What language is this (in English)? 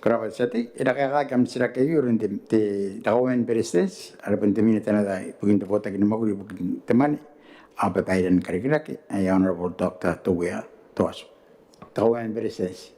Gilbertese